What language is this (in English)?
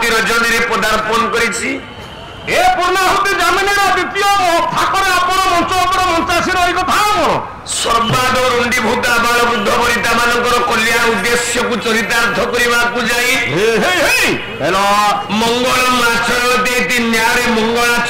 Odia